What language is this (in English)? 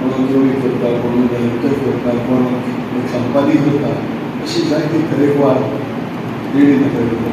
Konkani